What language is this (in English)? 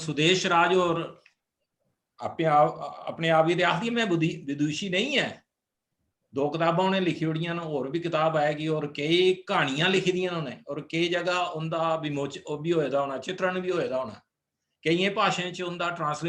Dogri